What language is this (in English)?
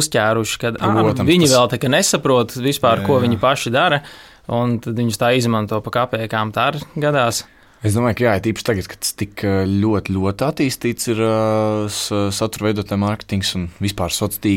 Latvian